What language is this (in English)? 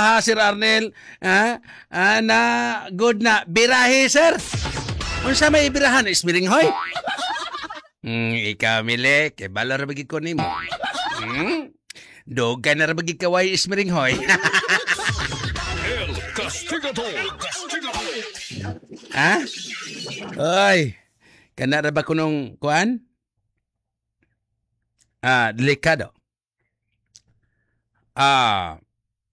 Cebuano